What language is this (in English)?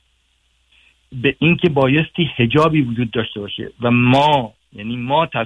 Persian